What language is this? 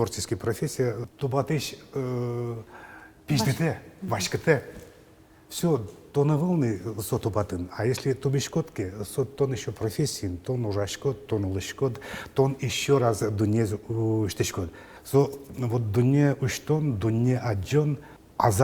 Udmurt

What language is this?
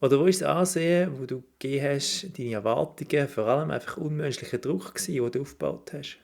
Swiss German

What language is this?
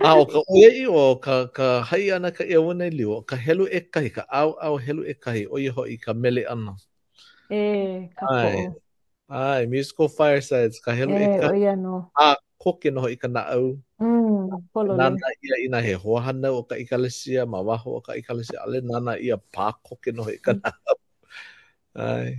Hawaiian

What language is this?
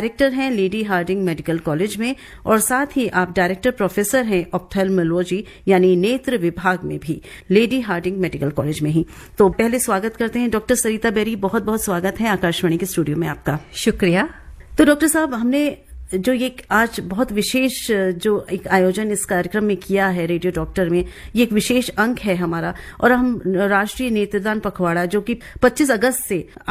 Hindi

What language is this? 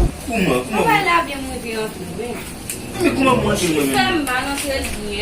Haitian Creole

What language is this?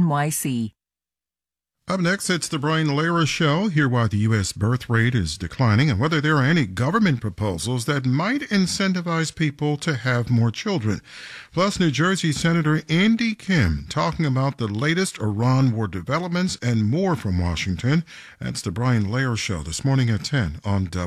English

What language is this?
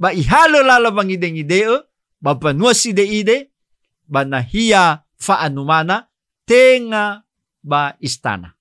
Nias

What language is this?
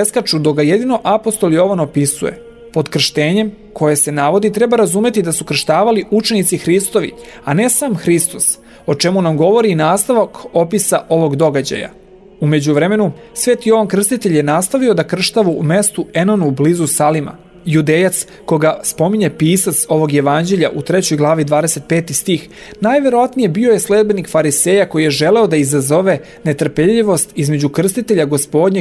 Serbian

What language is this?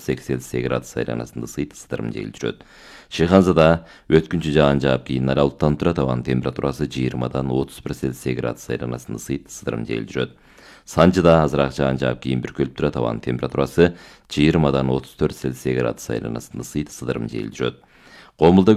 Kyrgyz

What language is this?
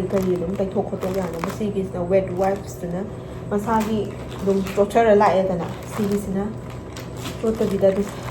Manipuri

